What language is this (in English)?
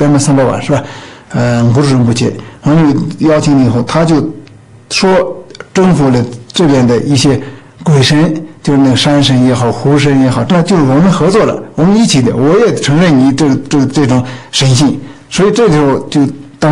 Chinese